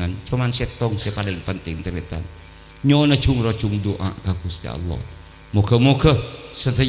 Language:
Madurese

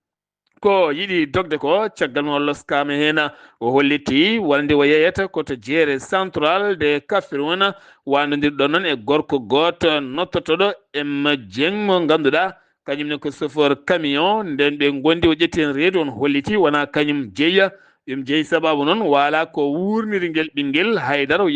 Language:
Fula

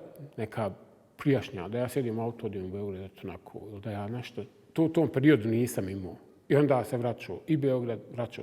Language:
Bosnian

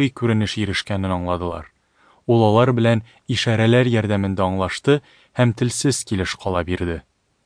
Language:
Tatar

